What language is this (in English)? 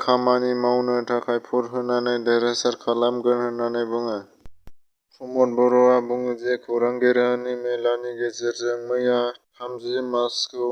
Bodo